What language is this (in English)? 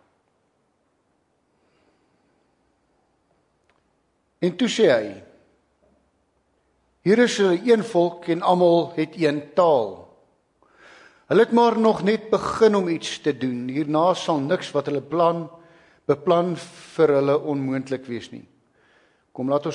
Afrikaans